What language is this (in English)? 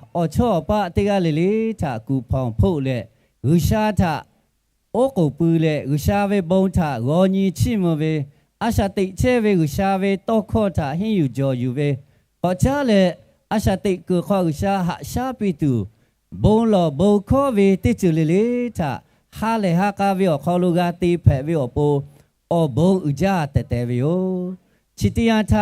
Lahu